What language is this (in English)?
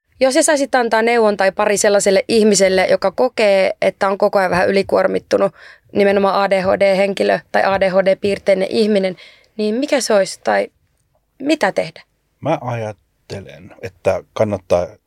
Finnish